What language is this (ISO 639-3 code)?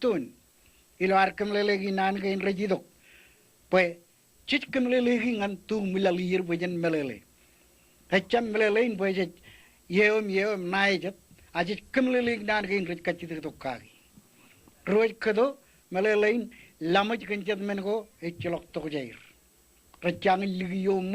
mah